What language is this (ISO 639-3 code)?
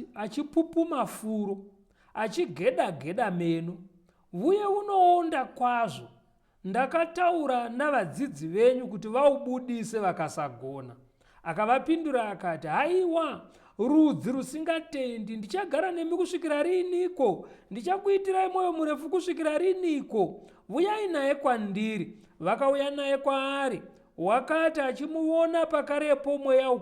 sna